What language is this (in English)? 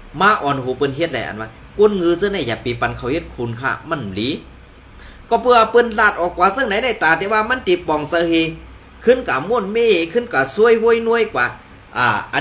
Shan